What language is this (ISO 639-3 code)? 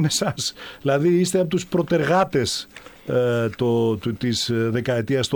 ell